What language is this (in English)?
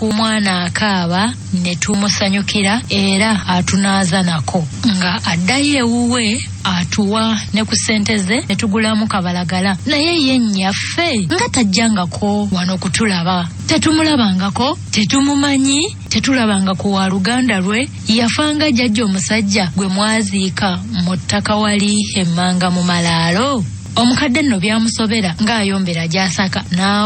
Ganda